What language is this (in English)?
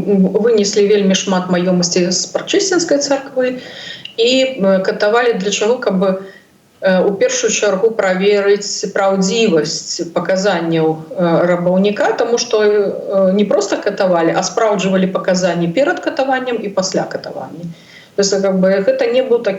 Belarusian